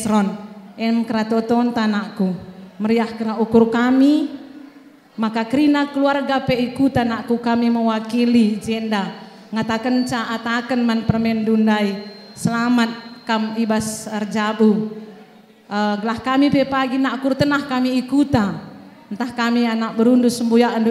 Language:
Batak Karo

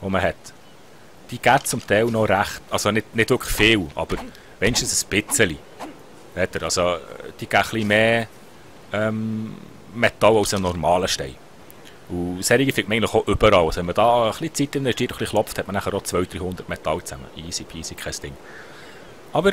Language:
Swiss German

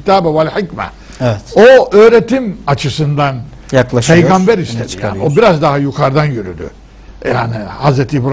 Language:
Turkish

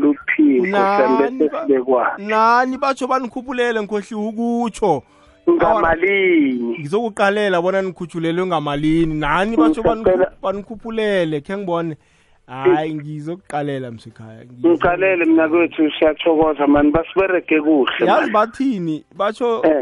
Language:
South Ndebele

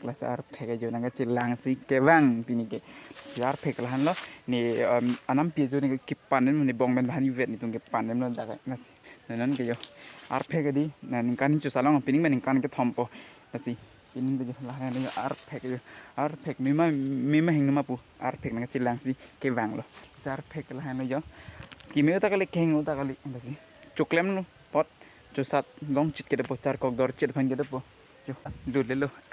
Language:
Karbi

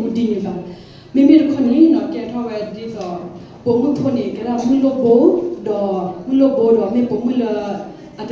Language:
S'gaw Karen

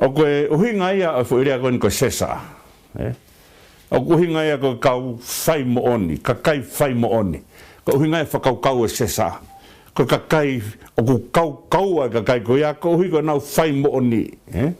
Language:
Tongan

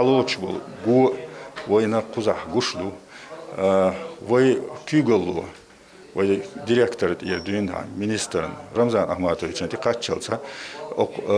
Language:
Chechen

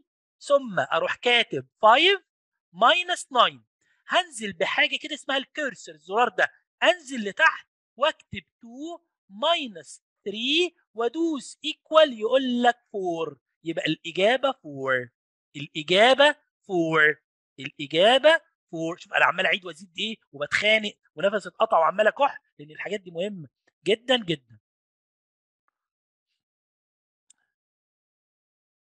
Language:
Egyptian Arabic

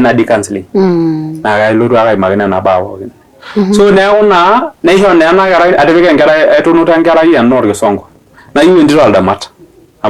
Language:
Masai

